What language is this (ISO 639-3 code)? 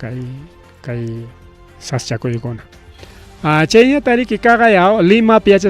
quy